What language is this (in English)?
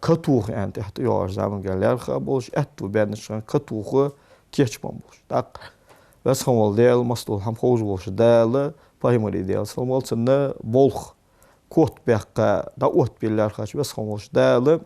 Ingush